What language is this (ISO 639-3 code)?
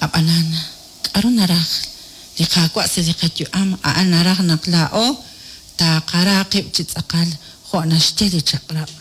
kek